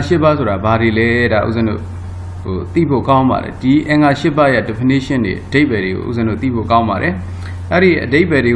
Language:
Burmese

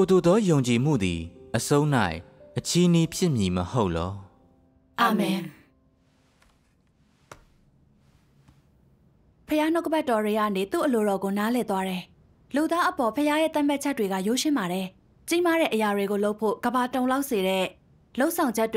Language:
Burmese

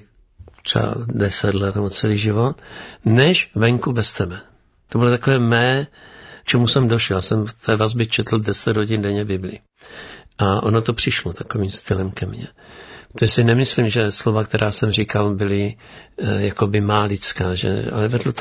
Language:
Czech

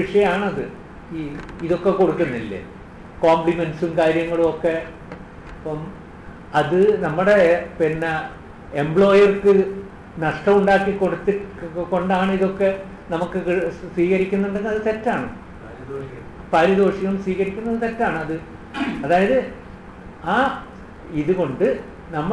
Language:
Malayalam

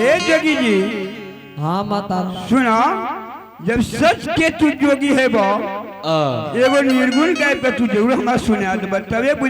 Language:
Angika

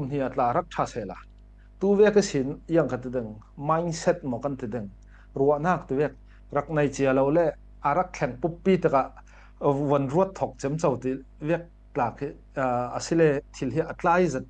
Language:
Falam Chin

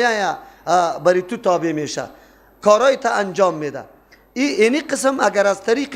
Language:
Persian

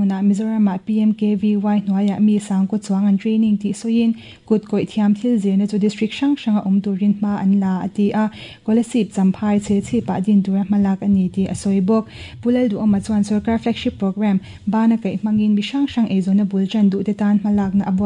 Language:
Mizo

